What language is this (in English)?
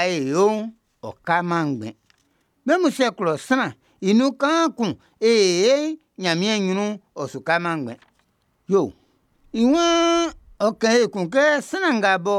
Baoulé